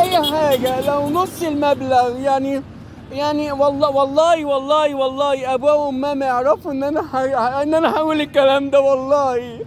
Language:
Egyptian Arabic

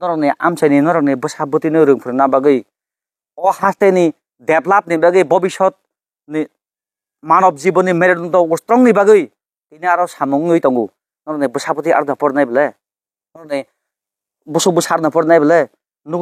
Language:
Kok Borok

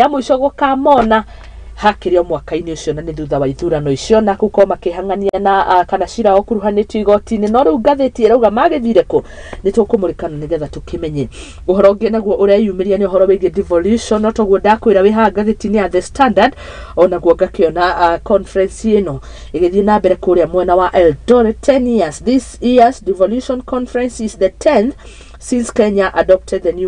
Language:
Kikuyu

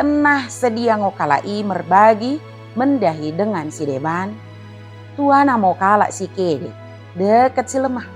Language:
Batak Dairi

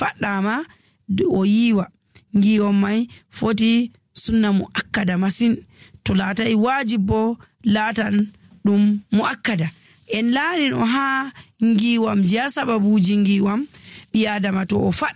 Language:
Nigerian Fulfulde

